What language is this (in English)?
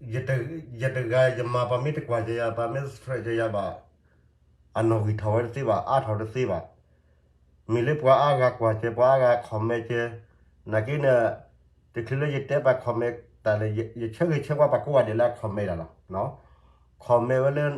S'gaw Karen